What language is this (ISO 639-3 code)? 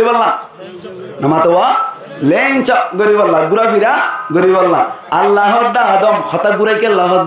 rhg